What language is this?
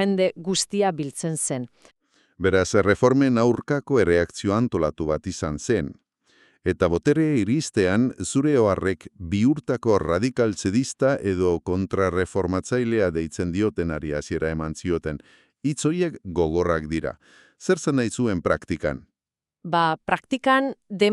Basque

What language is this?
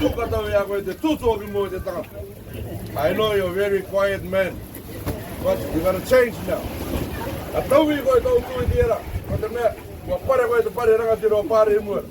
Rarotongan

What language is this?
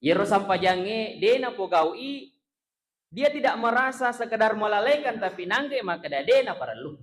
Buginese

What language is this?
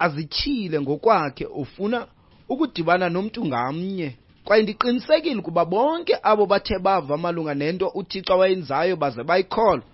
Xhosa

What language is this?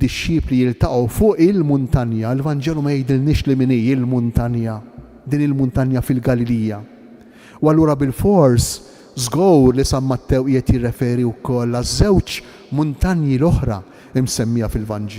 Maltese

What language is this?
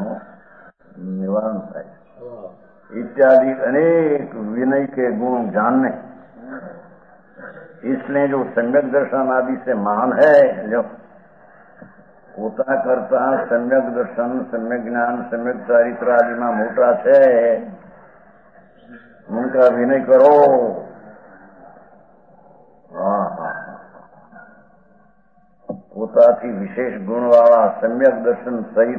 Gujarati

